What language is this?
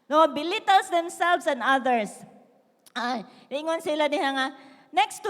Cebuano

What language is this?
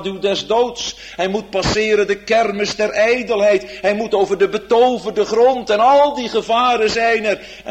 Dutch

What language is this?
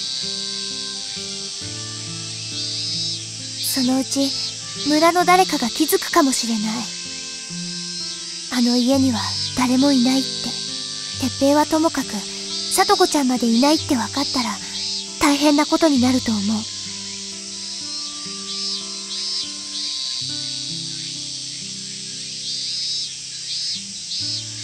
Japanese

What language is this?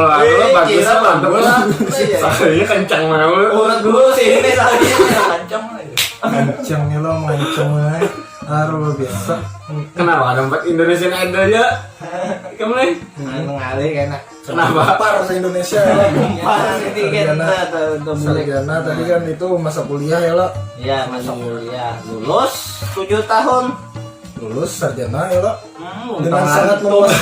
Banjar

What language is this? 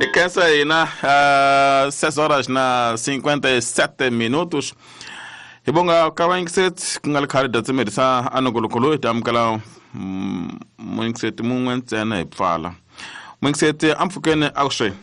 Tsonga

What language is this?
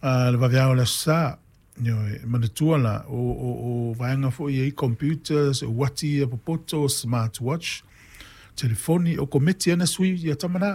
Samoan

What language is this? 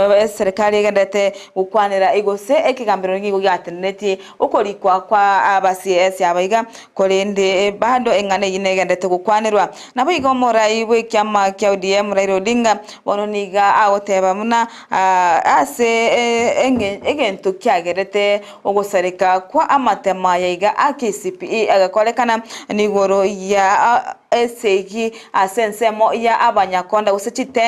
Gusii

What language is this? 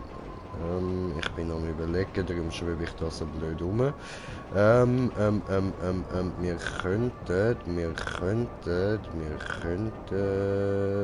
Swiss German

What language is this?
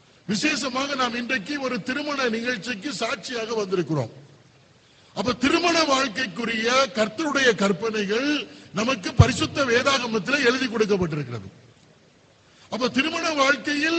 Tamil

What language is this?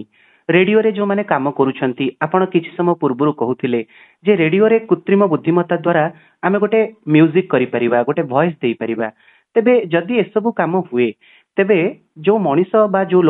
Odia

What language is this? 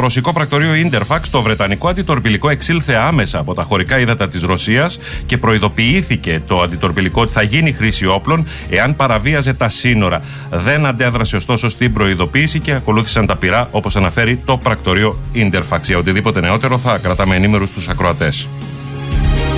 Greek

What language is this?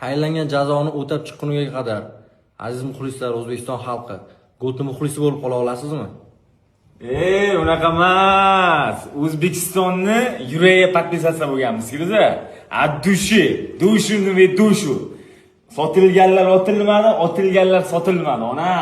Uzbek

